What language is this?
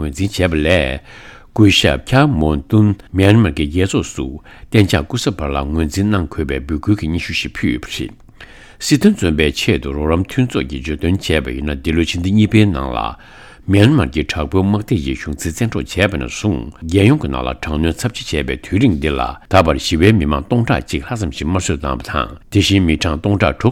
Tibetan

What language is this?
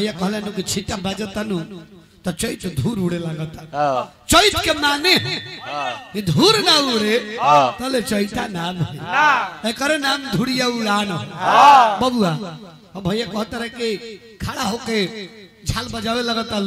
Bhojpuri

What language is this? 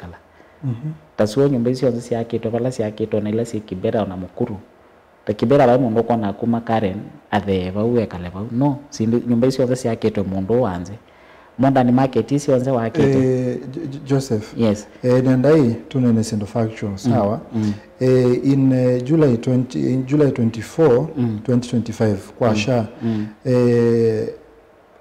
Kamba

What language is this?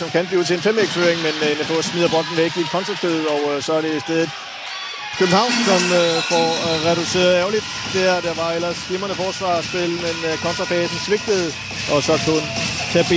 Danish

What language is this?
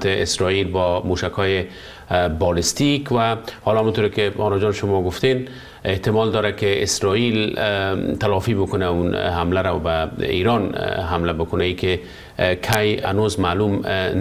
Persian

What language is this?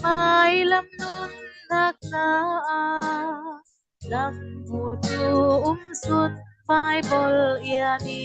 Falam Chin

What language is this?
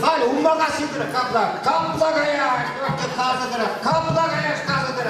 Chuvash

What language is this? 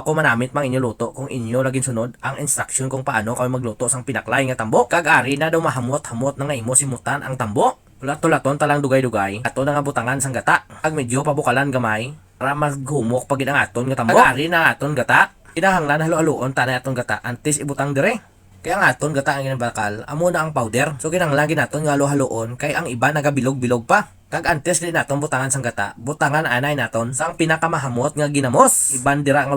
Hiligaynon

